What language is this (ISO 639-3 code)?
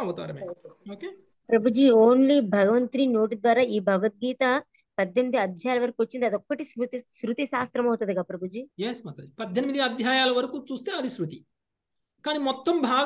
tel